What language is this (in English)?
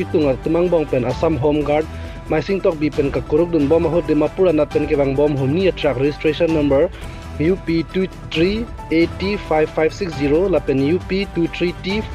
Karbi